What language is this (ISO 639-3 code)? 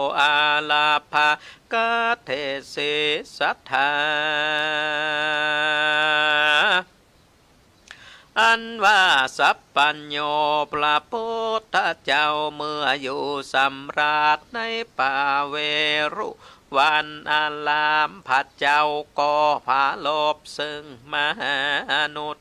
tha